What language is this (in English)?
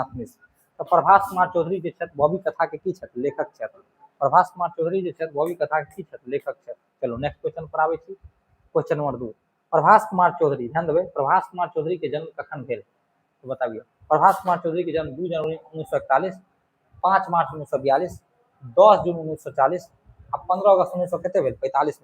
Maithili